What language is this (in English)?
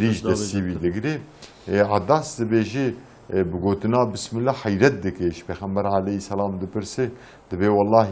Kurdish